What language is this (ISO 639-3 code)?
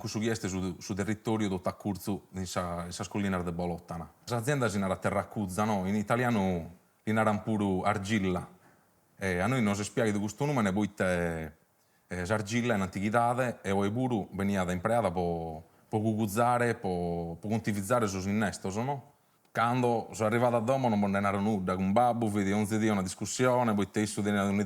srd